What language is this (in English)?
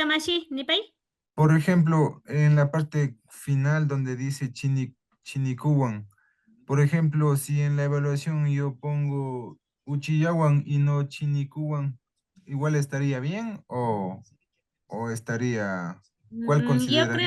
Imbabura Highland Quichua